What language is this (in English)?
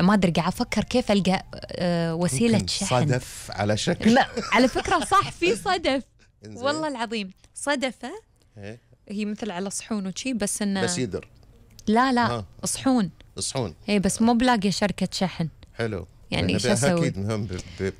Gulf Arabic